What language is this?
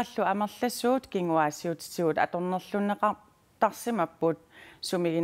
Kalaallisut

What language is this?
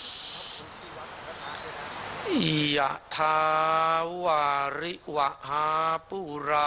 Thai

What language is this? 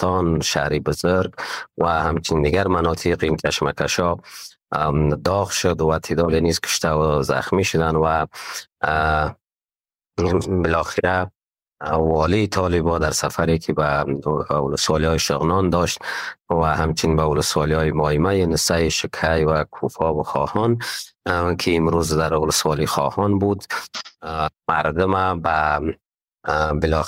Persian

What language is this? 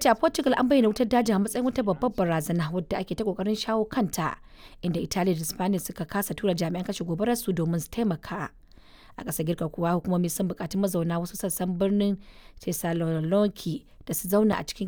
Hausa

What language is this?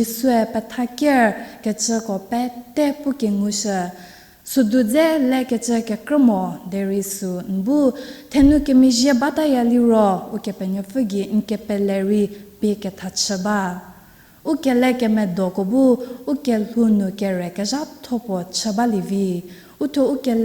Angami Naga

